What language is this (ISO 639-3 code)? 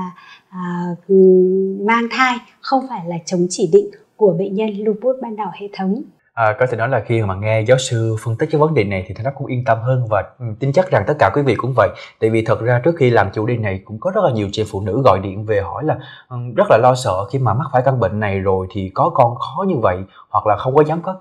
vie